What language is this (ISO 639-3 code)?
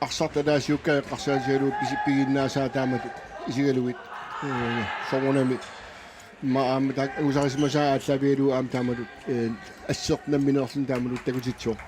kal